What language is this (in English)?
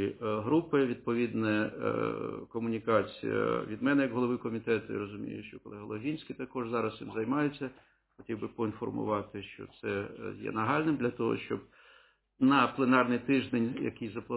Ukrainian